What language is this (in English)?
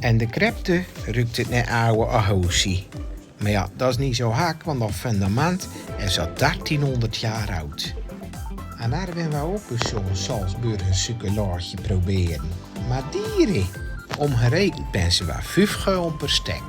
Zeelandic